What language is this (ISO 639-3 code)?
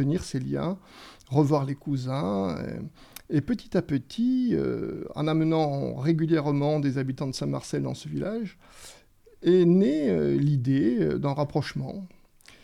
fra